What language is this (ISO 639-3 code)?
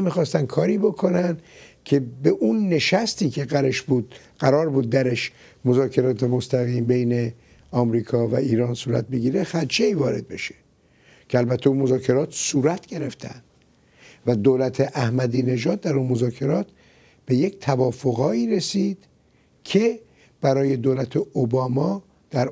fas